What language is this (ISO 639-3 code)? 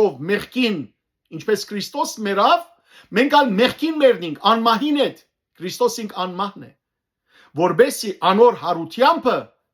hyw